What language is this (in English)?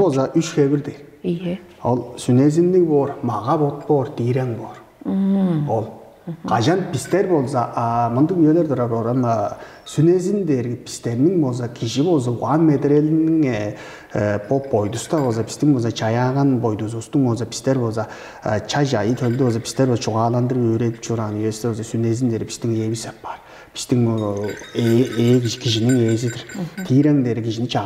Tuvinian